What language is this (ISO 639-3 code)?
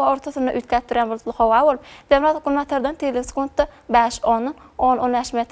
tuk